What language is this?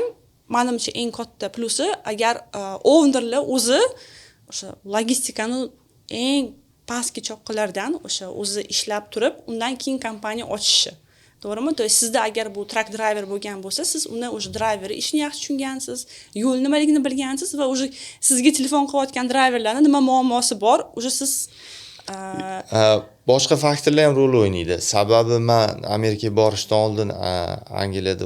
Uzbek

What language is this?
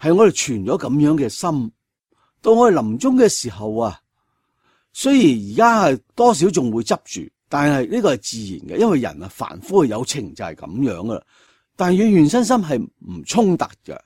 Cantonese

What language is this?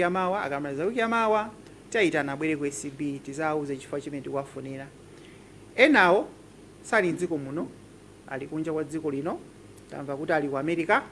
Nyanja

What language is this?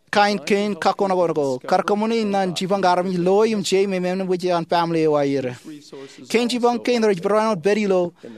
Marshallese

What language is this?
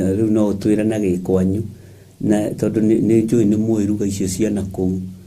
Kikuyu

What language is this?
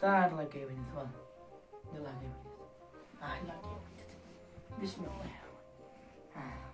Kashmiri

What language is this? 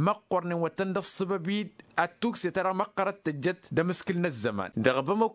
Tamasheq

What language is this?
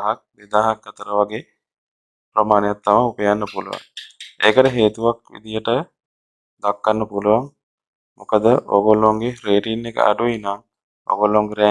Sinhala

